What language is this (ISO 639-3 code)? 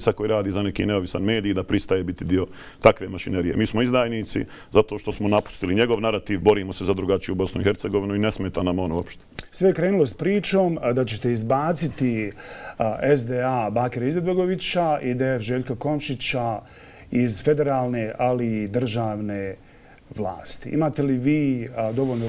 bos